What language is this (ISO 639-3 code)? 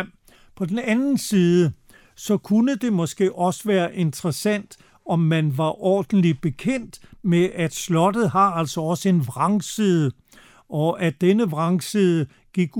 dan